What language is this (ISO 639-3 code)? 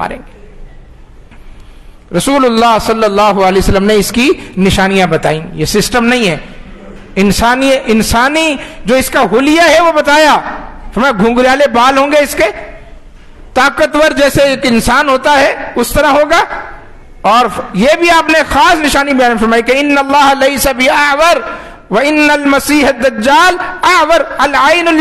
urd